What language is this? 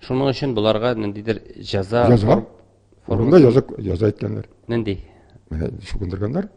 Tatar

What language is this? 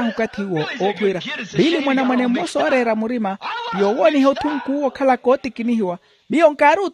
Makhuwa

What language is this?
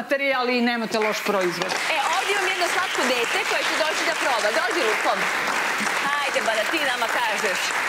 Serbian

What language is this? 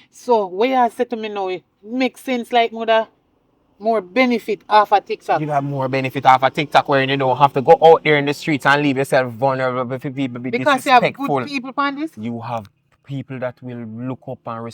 Jamaican Creole English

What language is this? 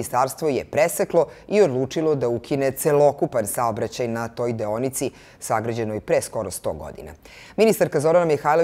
Serbian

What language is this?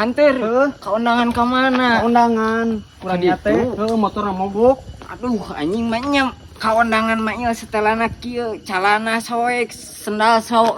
Sundanese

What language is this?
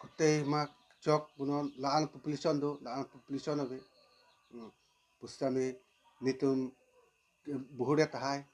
Karbi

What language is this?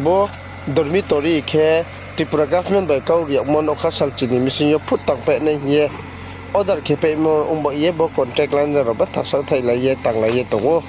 Riang (India)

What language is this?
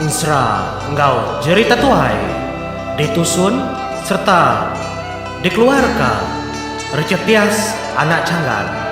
Iban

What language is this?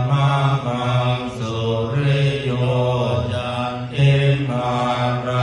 Pali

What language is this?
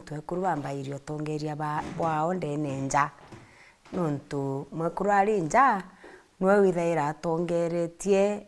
Meru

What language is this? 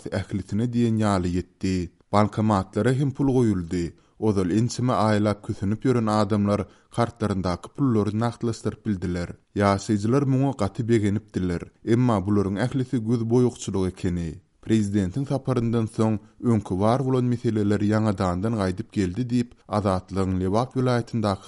Turkmen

